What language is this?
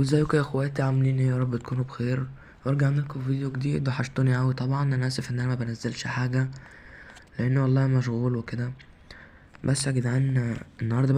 Egyptian Arabic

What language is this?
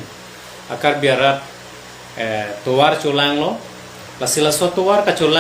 Karbi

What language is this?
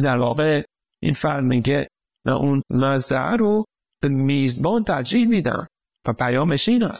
Persian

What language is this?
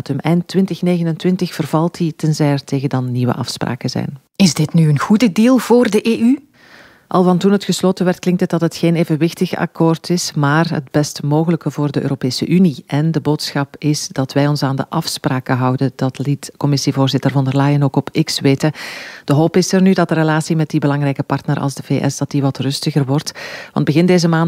Dutch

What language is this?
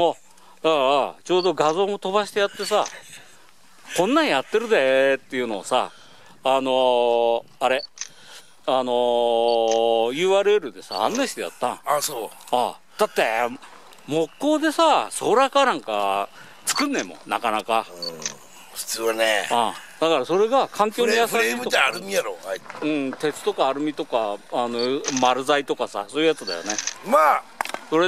Japanese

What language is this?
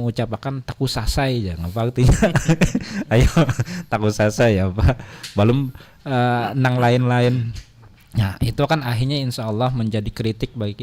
Banjar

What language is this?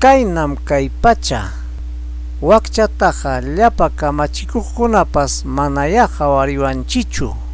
Ayacucho Quechua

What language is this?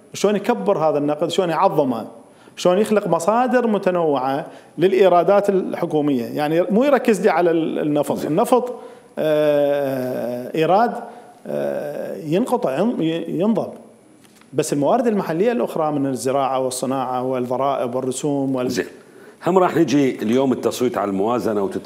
Mesopotamian Arabic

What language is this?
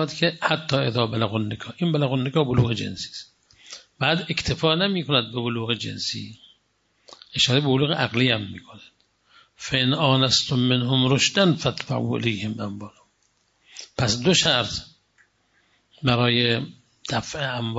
Persian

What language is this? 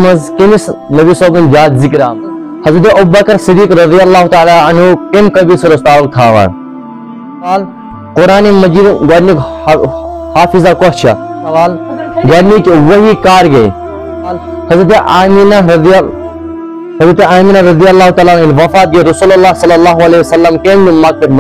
Kashmiri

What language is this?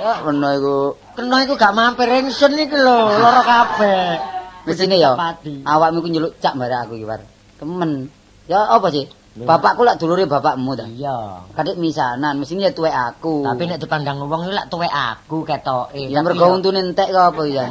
Javanese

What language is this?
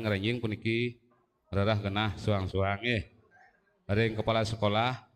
Balinese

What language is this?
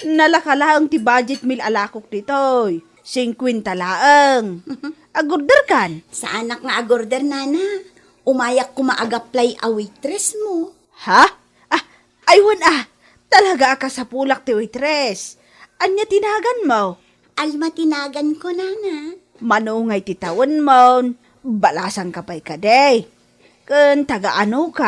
Iloko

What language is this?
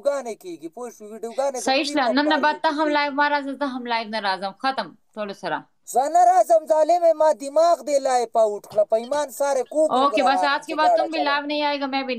Pashto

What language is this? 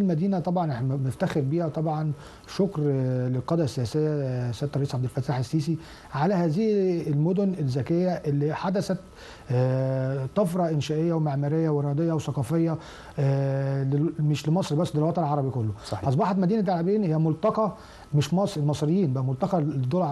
Egyptian Arabic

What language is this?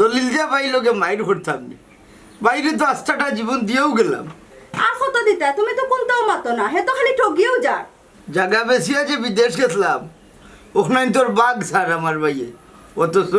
Sylheti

